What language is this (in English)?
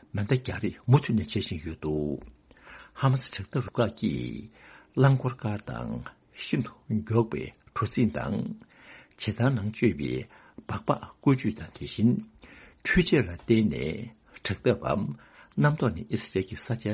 Tibetan